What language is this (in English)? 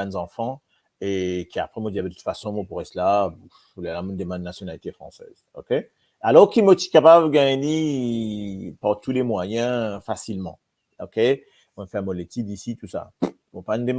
Morisyen